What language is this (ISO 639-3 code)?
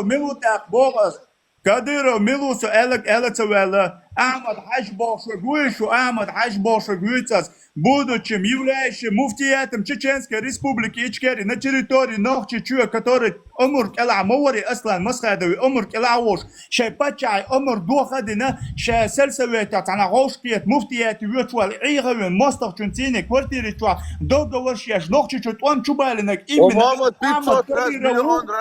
che